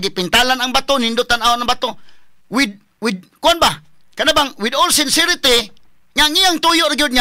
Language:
Cebuano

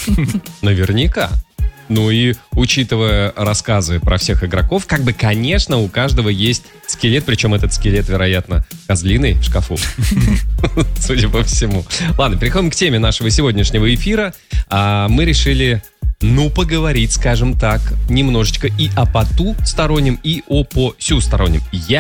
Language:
Russian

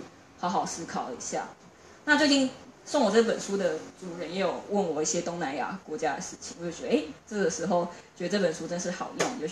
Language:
Chinese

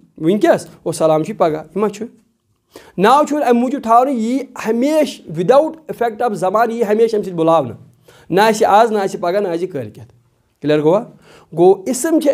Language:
Kashmiri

